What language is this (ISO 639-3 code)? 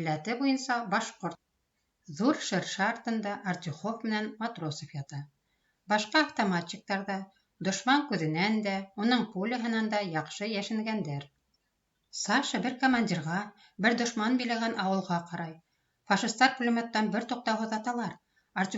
bak